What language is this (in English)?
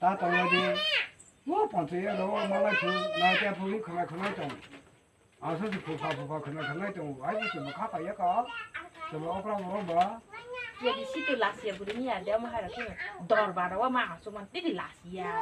Kok Borok